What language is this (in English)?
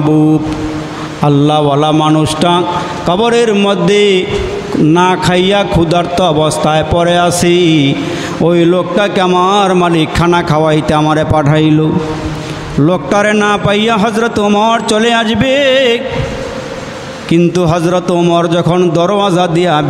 Bangla